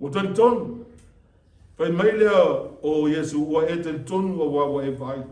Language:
Samoan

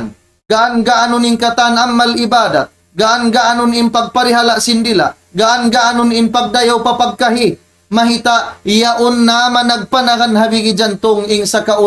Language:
Tausug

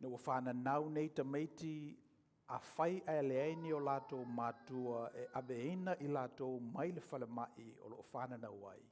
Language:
Samoan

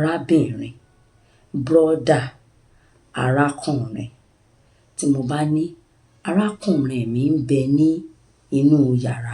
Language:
Yoruba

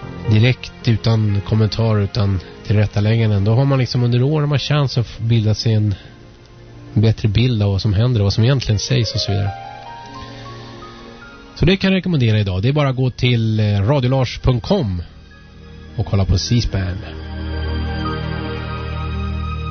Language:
Swedish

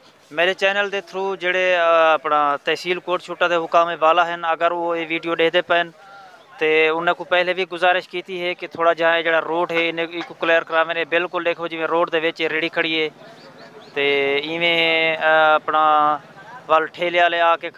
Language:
Saraiki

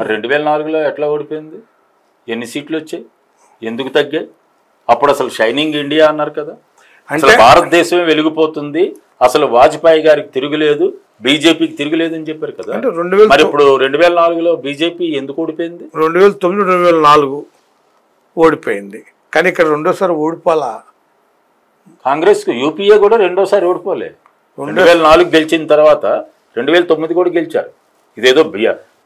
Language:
Telugu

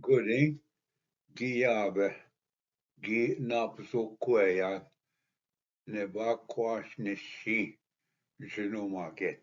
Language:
Ojibwa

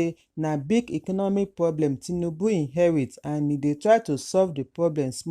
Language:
Nigerian Pidgin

